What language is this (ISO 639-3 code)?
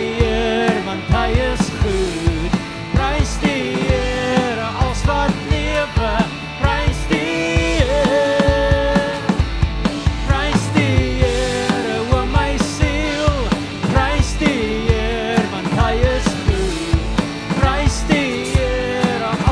afr